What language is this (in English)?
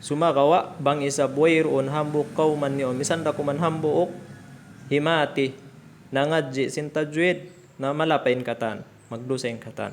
Tausug